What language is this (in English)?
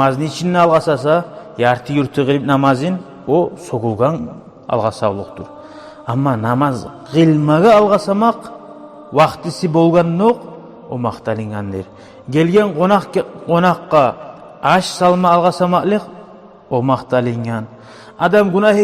Kumyk